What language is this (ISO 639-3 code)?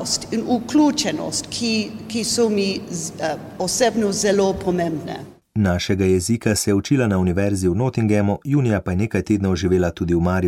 slv